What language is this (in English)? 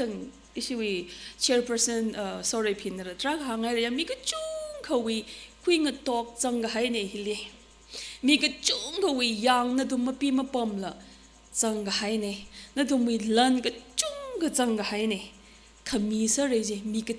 Tangkhul Naga (India)